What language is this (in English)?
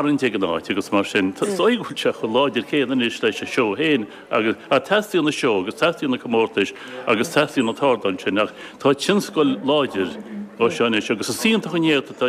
Irish